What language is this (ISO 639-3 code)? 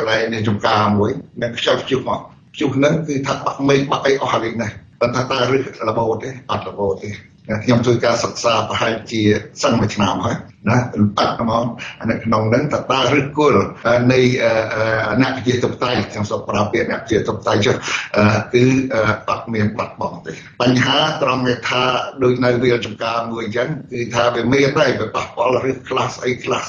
khm